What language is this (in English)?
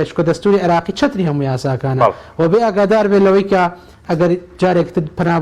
Central Kurdish